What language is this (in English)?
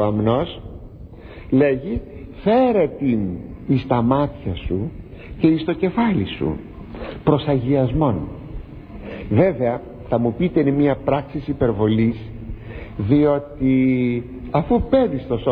Greek